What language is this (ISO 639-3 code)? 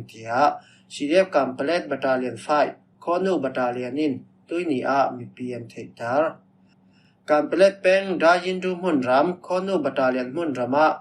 cfm